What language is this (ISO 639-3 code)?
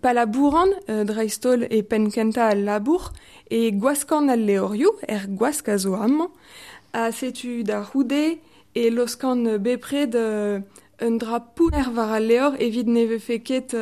bre